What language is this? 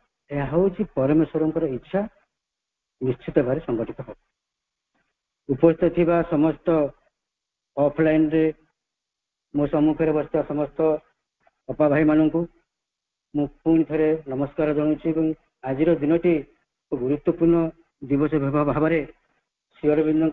Odia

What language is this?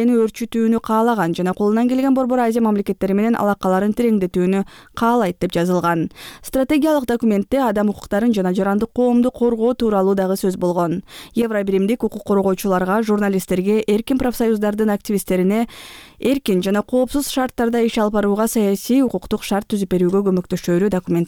Kyrgyz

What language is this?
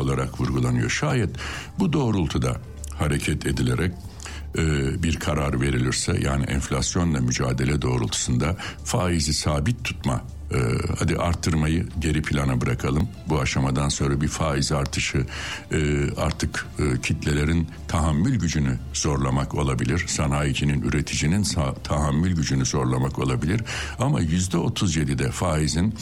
Turkish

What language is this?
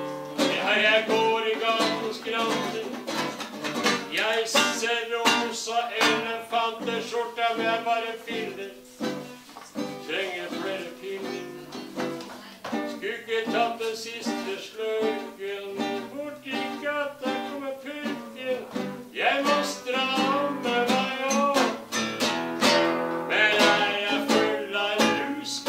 Norwegian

